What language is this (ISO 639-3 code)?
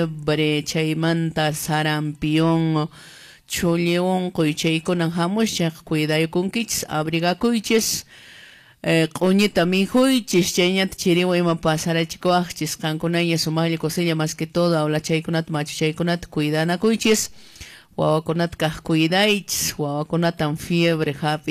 que